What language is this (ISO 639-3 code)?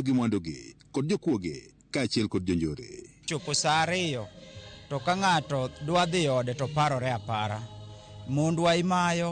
luo